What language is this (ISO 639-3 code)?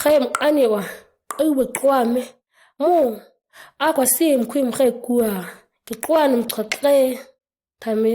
gnk